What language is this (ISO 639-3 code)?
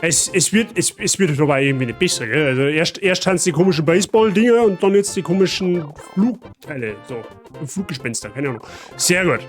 bar